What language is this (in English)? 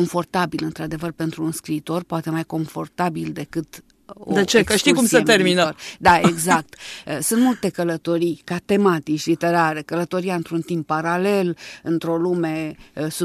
Romanian